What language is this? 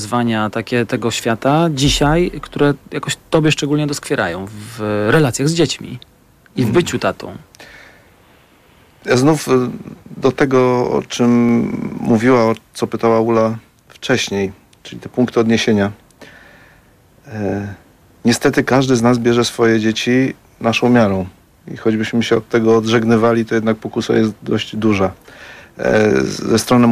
Polish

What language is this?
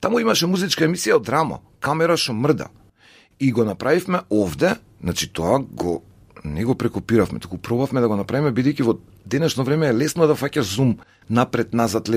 Macedonian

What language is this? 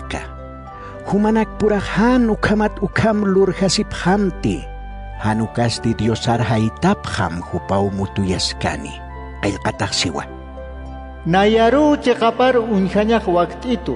Aymara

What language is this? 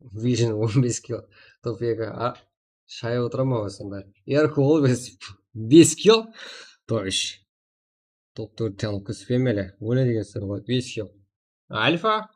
Kara-Kalpak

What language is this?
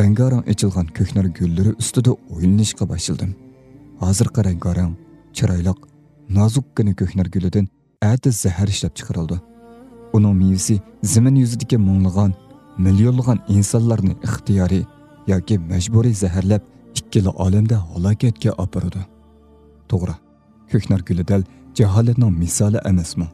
Uyghur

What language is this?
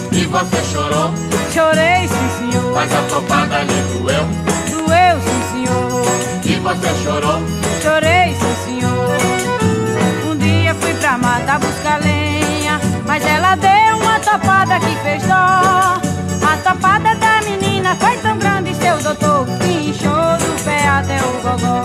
Portuguese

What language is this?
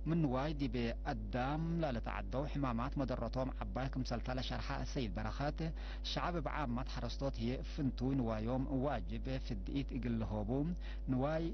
Tigre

